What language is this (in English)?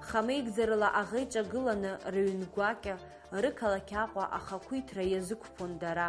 Abkhazian